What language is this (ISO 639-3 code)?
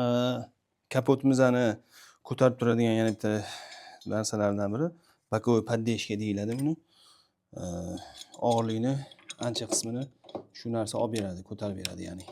uzb